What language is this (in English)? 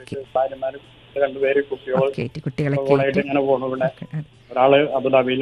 Malayalam